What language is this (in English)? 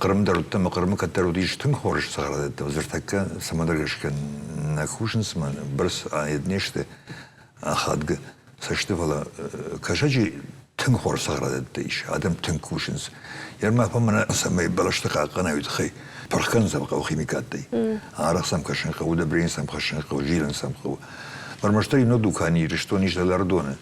Ossetic